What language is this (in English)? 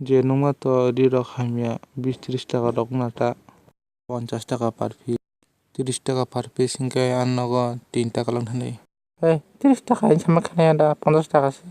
Kok Borok